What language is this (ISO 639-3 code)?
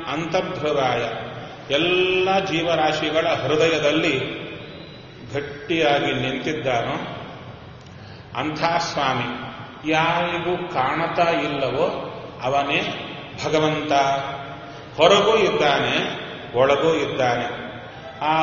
kan